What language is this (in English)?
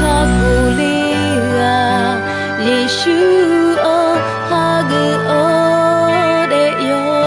Akha